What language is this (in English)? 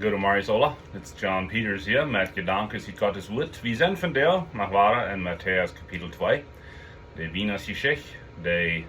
Plautdietsch